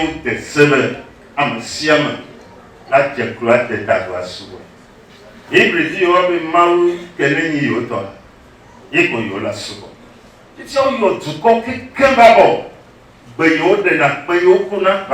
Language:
Ewe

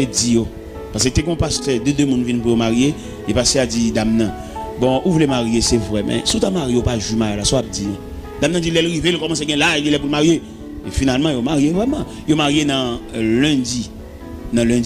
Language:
Haitian Creole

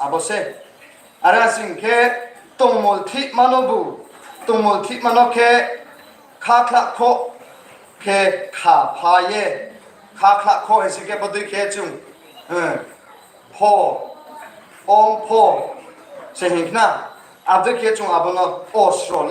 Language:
Riang (India)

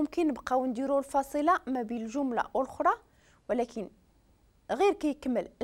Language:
Moroccan Arabic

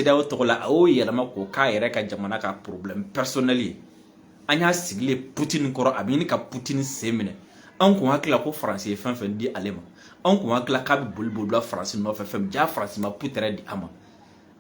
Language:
Bambara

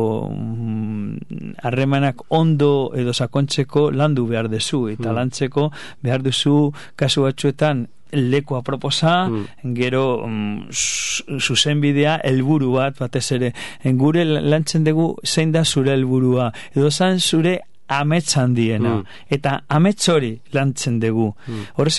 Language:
Basque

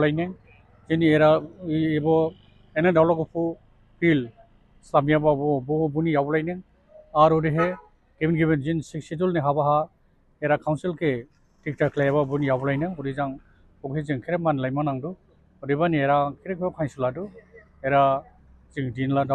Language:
Dimasa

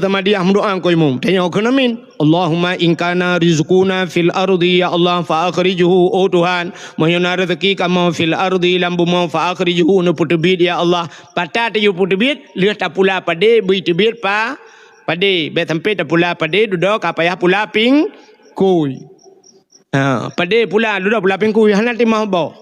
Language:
Achinese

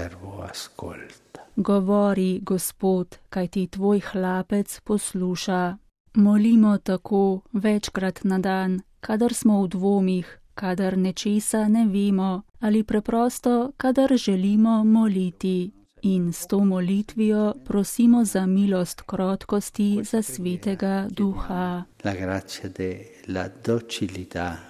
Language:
Slovenian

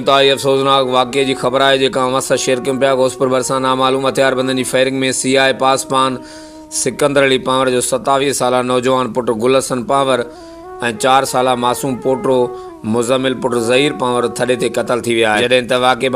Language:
Sindhi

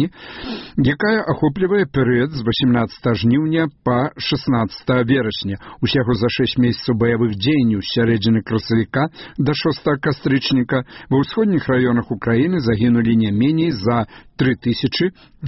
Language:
Belarusian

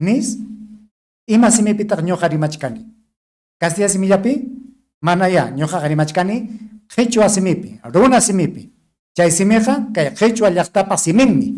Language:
Ayacucho Quechua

